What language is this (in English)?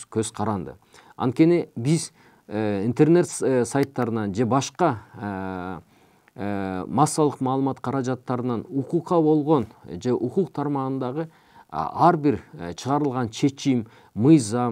Kyrgyz